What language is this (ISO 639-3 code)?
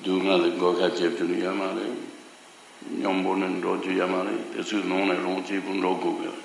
bod